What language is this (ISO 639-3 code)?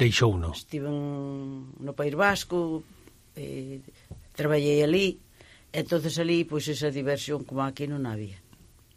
glg